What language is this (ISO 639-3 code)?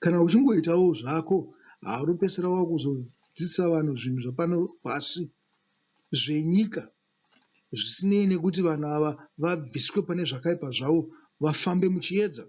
sna